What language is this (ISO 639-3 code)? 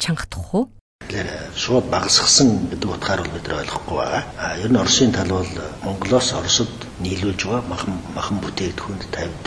mon